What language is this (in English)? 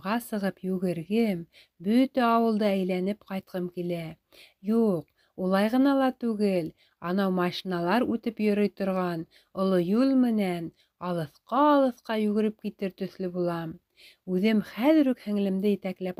Bashkir